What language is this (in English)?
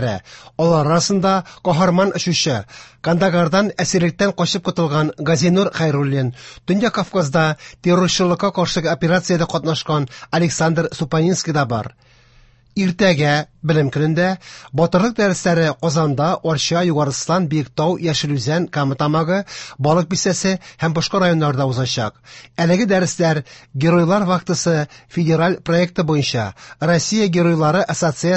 Tatar